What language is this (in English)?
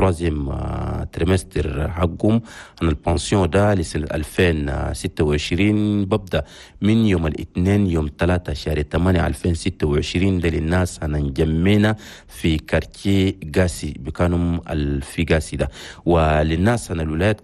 Chadian Arabic